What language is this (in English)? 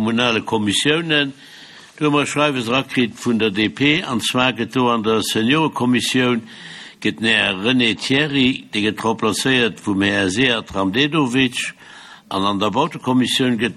Luxembourgish